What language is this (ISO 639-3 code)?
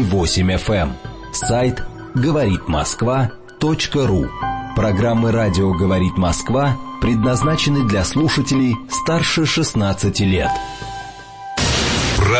rus